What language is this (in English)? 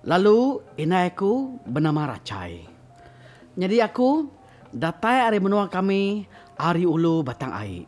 Iban